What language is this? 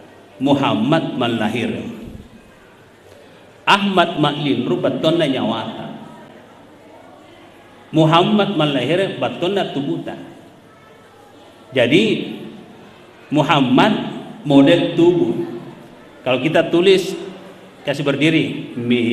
Indonesian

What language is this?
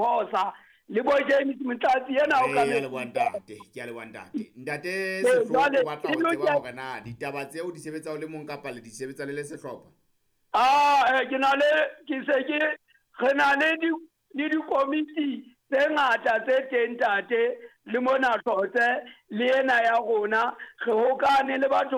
Southern Sotho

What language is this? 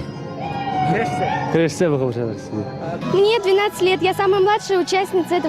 Chuvash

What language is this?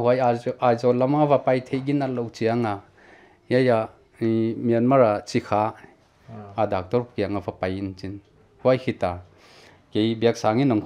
Paite Chin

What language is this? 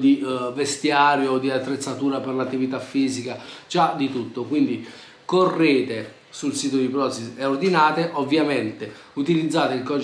Italian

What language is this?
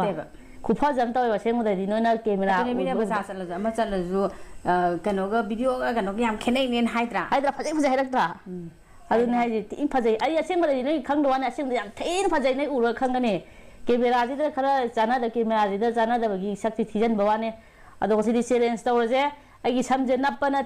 Manipuri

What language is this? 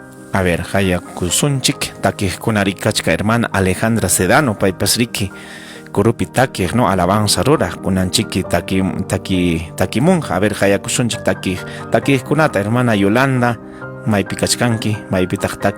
Ayacucho Quechua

